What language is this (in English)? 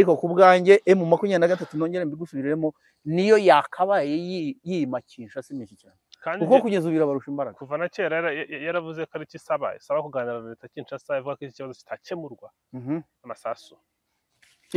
Kinyarwanda